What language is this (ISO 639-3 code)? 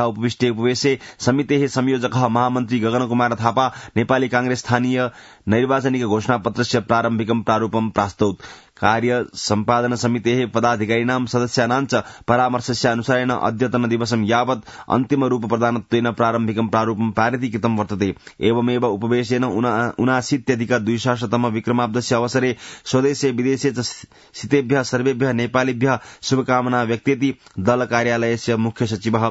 san